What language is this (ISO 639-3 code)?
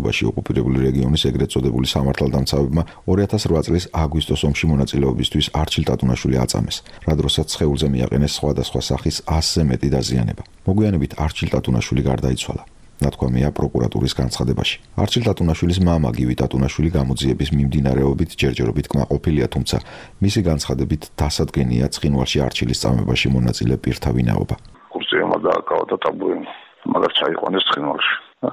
kat